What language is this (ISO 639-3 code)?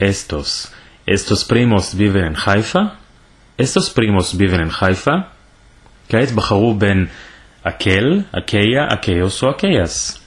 lad